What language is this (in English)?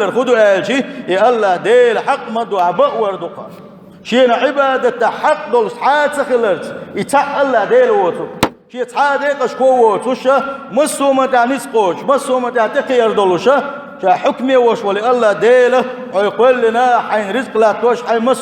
Chechen